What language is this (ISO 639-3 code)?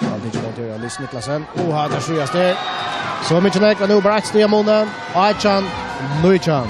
fao